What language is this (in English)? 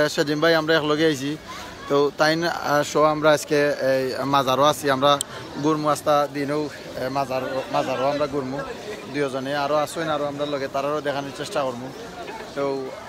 Sylheti